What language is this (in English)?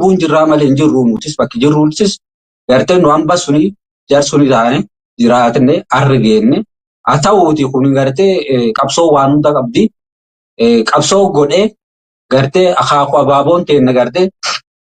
Oromo